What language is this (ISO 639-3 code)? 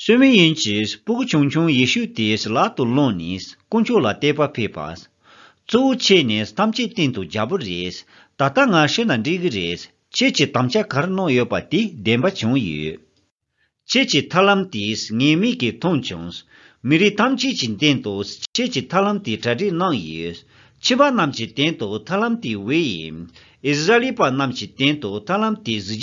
bod